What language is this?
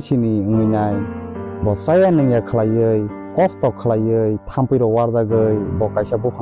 Kok Borok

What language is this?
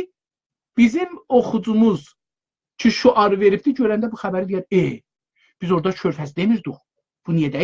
South Azerbaijani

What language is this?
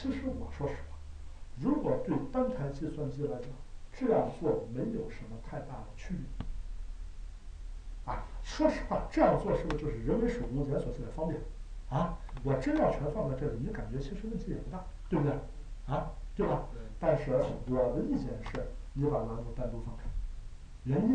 Chinese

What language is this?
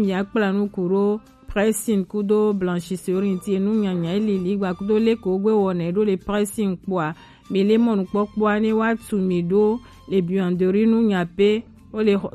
Gen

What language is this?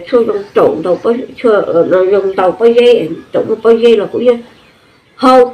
Hmong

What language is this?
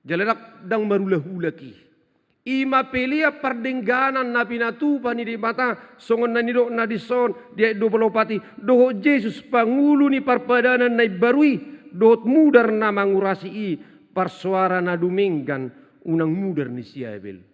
Batak Toba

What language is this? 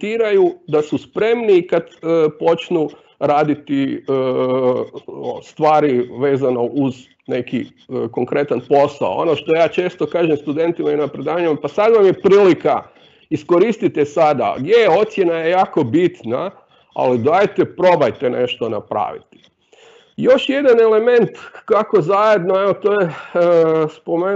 Croatian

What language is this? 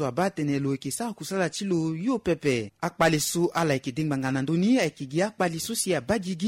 Sango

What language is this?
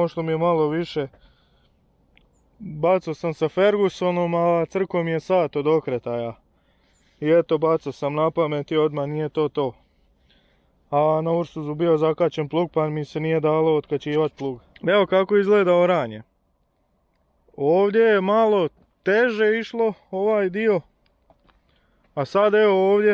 Croatian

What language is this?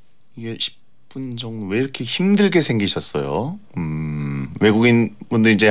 Korean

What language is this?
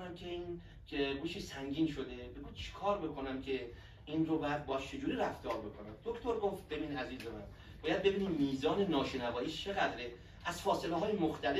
Persian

